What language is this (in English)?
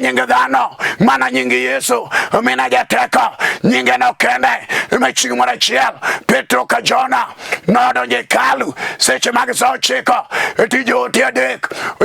Luo (Kenya and Tanzania)